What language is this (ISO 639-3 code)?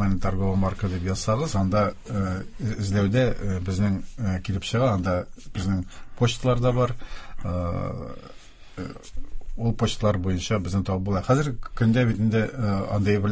tat